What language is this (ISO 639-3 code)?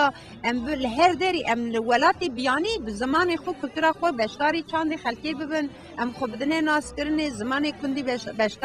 kur